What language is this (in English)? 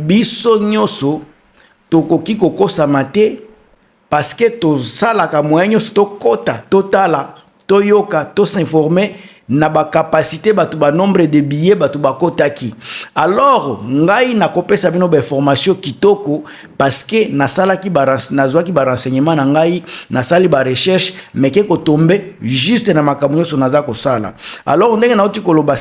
Lingala